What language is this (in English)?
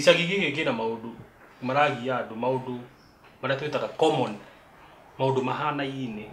Kikuyu